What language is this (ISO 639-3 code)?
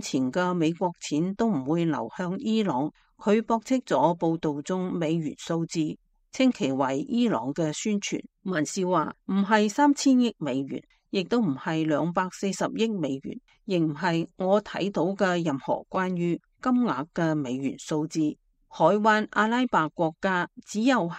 yue